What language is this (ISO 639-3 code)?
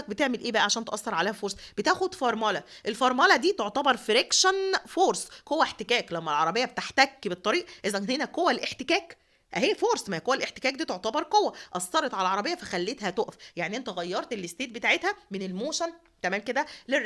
arz